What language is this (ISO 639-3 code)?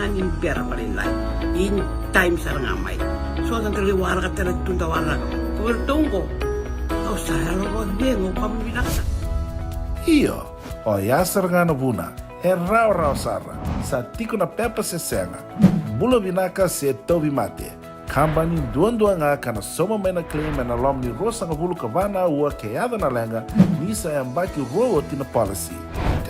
fij